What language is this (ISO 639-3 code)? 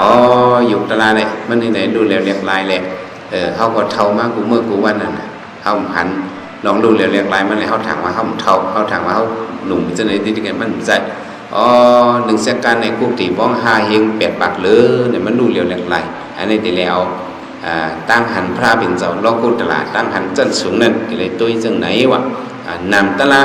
shn